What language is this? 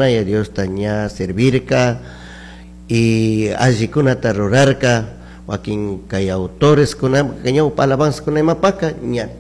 Chimborazo Highland Quichua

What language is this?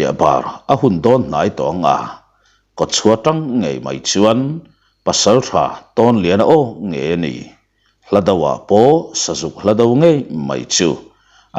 Mizo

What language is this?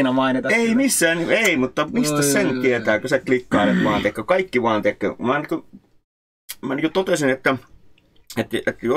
Finnish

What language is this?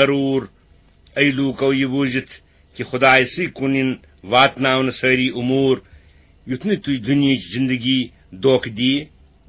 Kashmiri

